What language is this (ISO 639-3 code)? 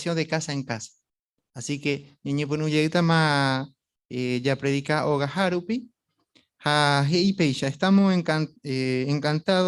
grn